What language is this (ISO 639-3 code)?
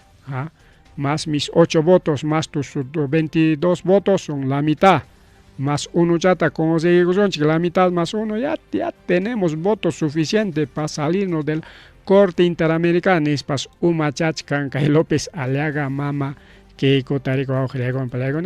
quy